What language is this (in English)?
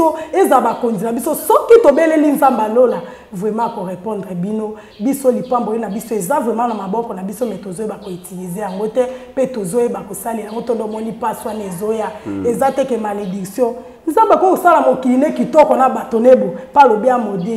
Lingala